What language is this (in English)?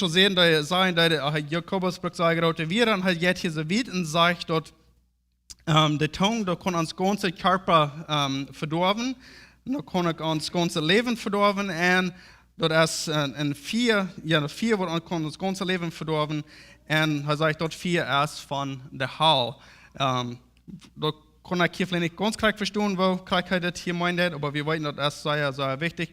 Plautdietsch